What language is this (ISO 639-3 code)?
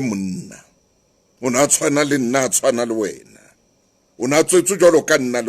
sot